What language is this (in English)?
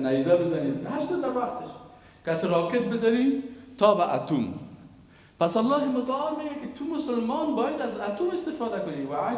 Persian